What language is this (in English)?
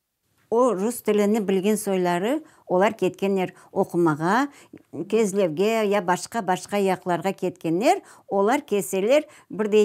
Crimean Tatar